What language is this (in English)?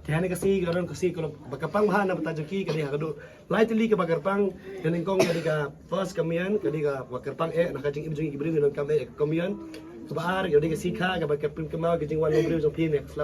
Khasi